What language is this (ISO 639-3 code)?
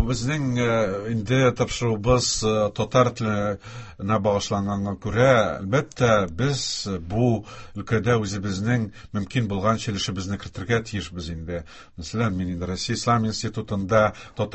tat